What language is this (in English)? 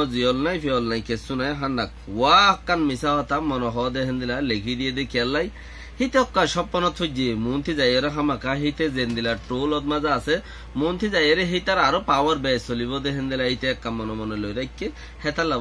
Rohingya